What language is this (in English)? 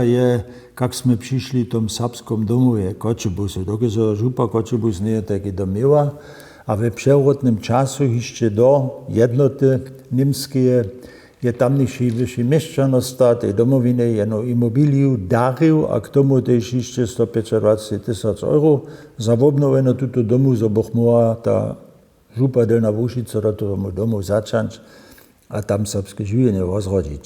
Upper Sorbian